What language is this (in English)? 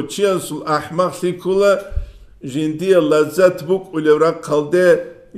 Avaric